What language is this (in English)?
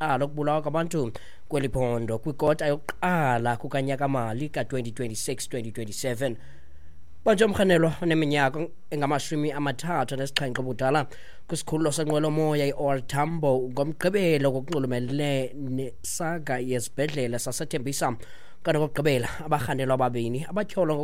Xhosa